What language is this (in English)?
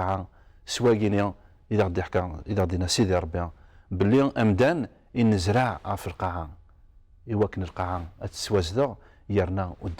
Kabyle